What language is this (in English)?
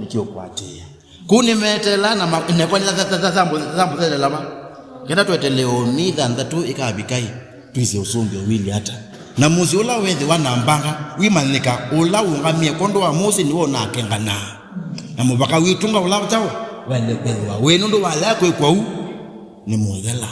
Kamba